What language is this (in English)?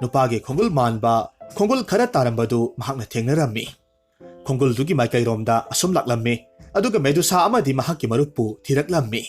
Manipuri